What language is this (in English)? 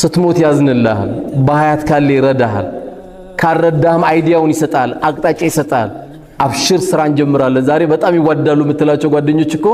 Amharic